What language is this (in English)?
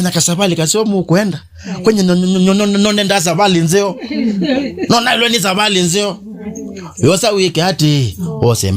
Kamba